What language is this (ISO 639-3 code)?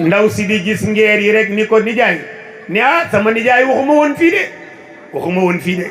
wol